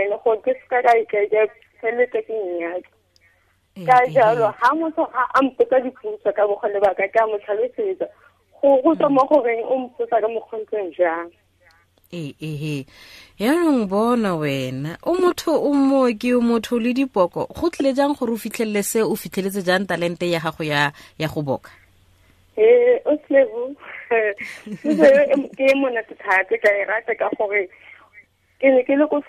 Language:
Tswana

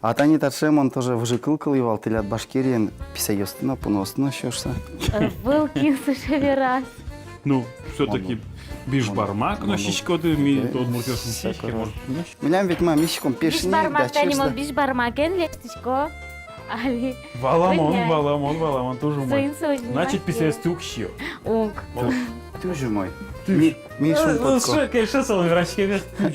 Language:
Udmurt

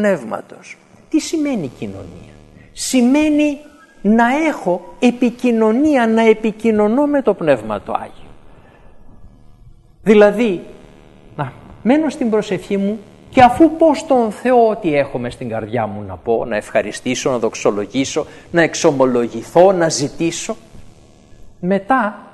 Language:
Greek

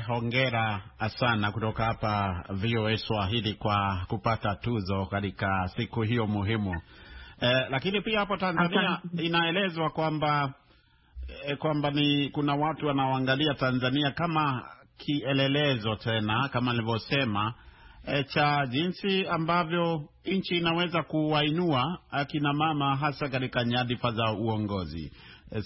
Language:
Swahili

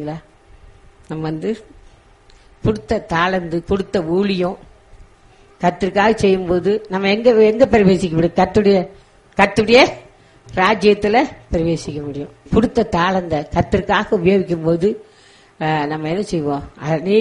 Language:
Tamil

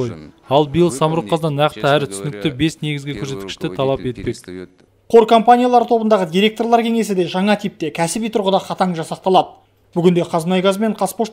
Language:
Kazakh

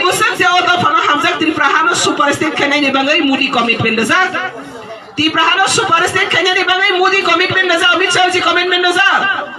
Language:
Kok Borok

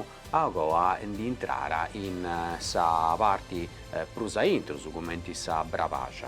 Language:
Sardinian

